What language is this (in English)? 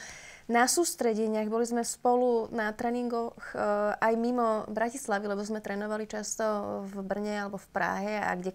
Slovak